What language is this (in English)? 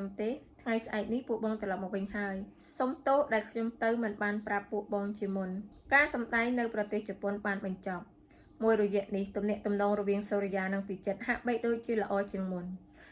Khmer